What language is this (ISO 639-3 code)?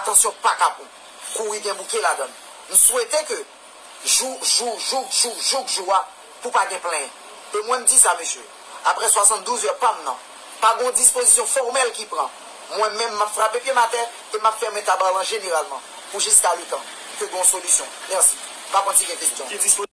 hat